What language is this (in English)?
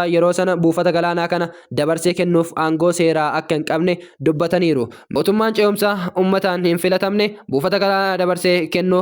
Oromo